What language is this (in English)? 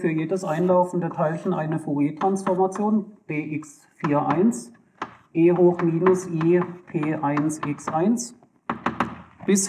German